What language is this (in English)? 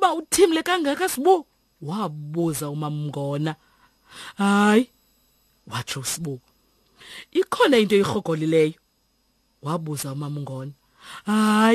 Xhosa